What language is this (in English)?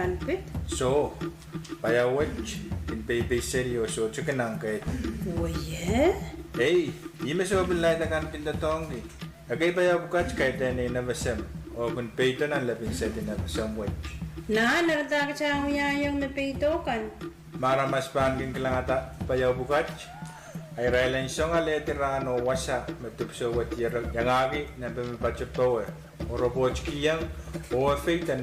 Pohnpeian